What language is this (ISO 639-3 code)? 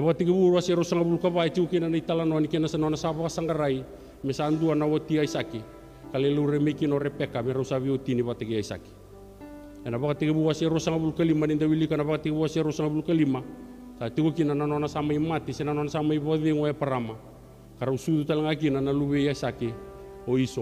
fij